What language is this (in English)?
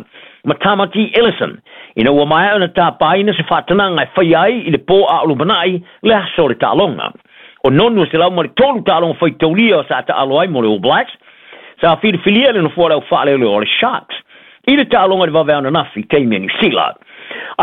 Samoan